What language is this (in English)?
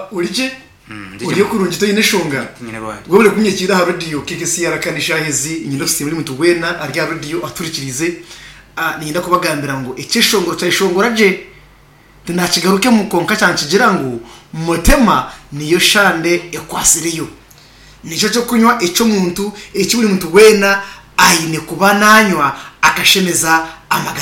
Nyankole